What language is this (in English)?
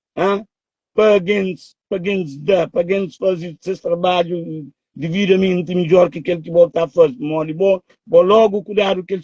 Kabuverdianu